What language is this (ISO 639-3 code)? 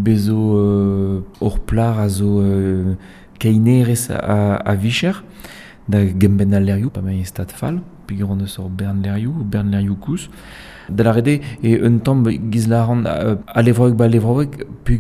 bre